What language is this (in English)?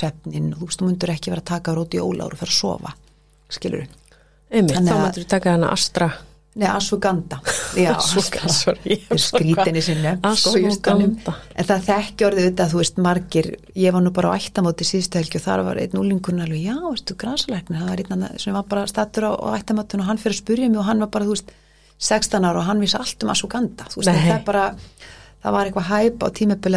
Icelandic